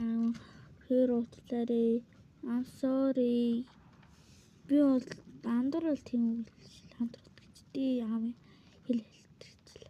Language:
Mongolian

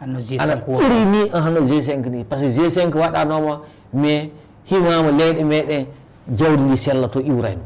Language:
Fula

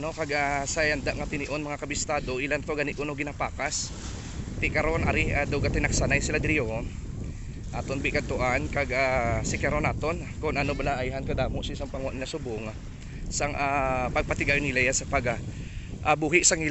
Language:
Hiligaynon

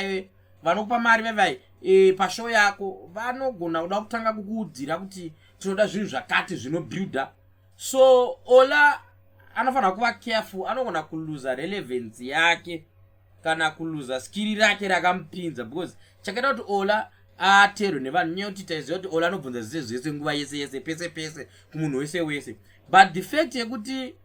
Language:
Shona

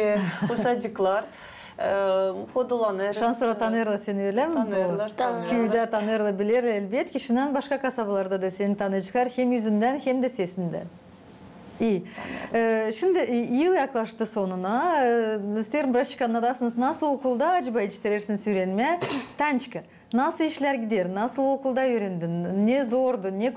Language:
Gagauz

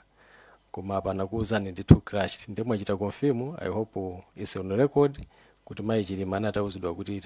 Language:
Nyanja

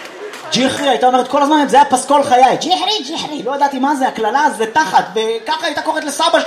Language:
Hebrew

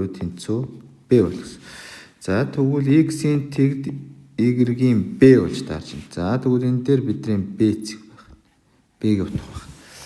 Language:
Mongolian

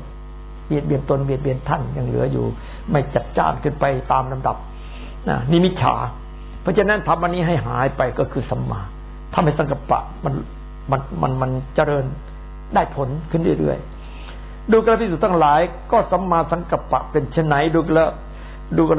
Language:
Thai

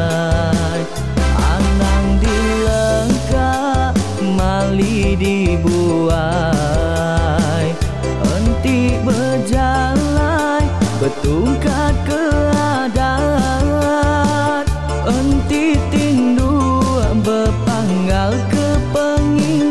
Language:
Iban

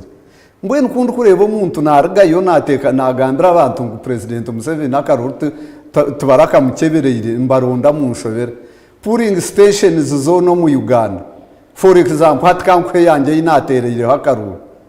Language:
Nyankole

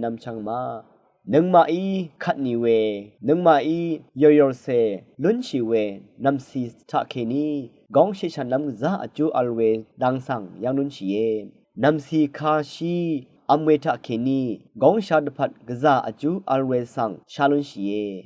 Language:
Rawang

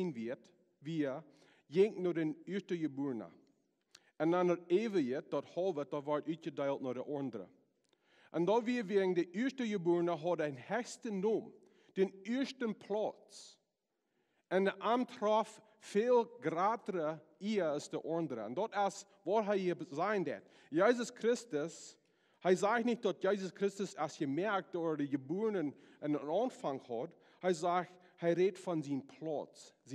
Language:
Plautdietsch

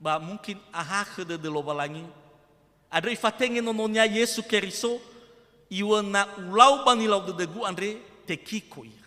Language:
Nias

